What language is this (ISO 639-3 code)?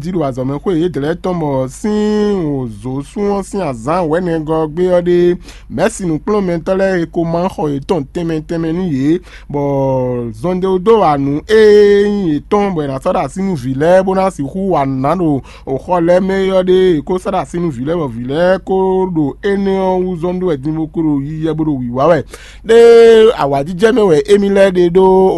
fon